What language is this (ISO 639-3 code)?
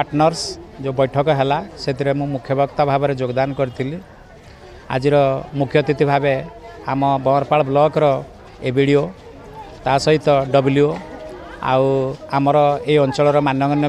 ori